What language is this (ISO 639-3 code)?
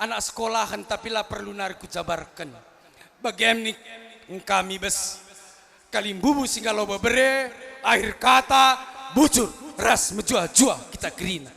btx